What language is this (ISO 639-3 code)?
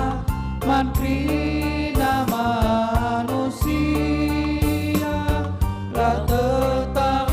btx